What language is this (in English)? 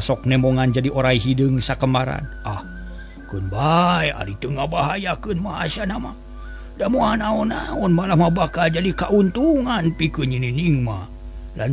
Sundanese